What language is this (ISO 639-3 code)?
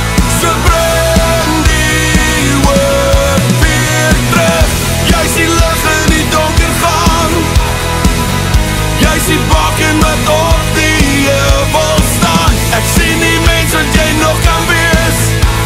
afr